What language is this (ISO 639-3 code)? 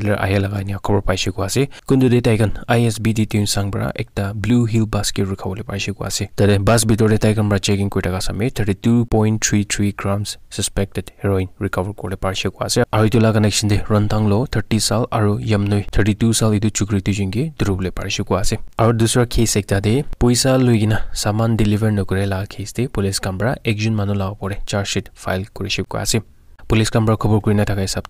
nag